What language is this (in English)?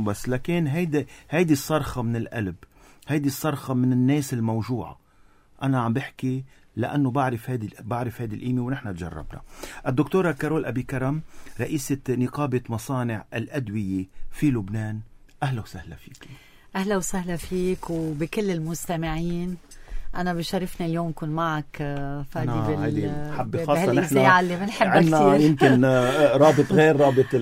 North Levantine Arabic